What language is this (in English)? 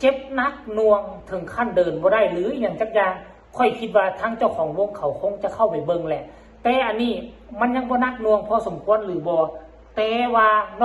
Northeastern Thai